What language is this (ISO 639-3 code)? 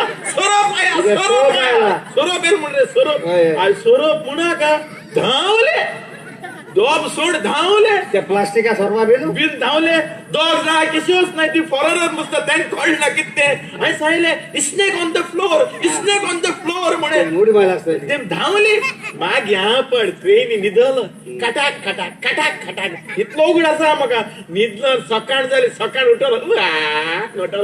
kok